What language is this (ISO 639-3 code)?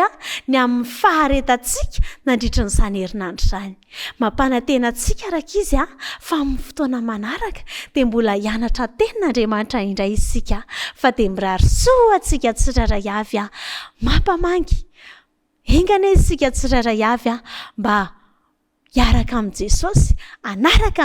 mlg